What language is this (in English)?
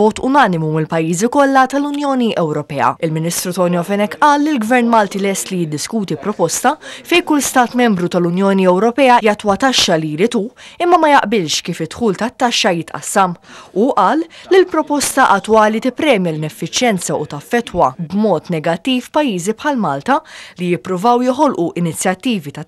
Maltese